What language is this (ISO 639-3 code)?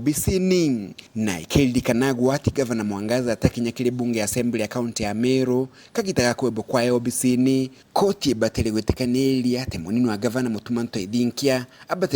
mer